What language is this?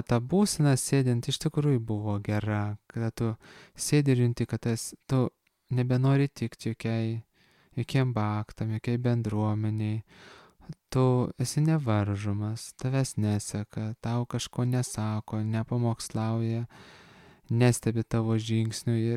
Lithuanian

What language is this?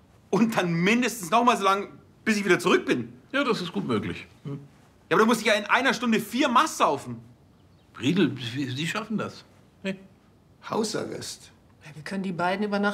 German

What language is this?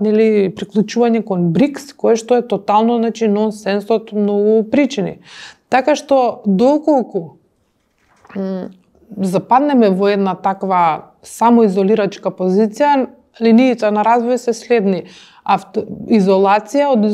Macedonian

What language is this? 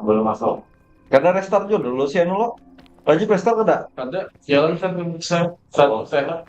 Banjar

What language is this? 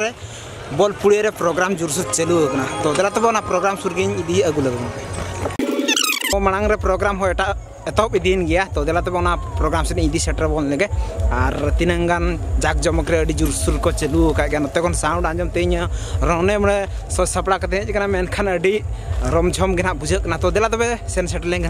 Santali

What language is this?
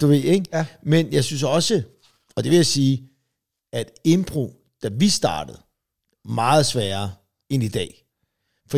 Danish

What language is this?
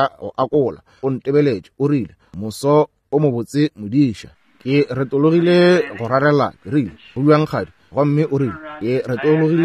Northern Sotho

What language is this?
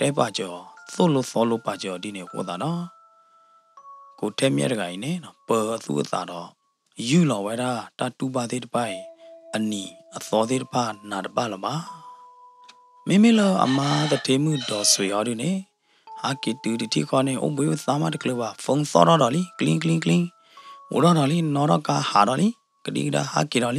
S'gaw Karen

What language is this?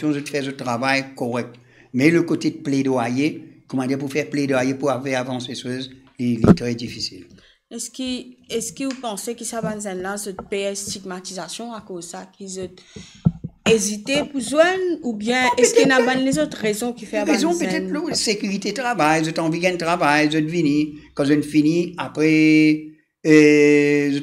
Morisyen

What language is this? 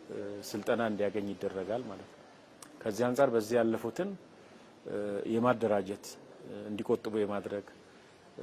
Amharic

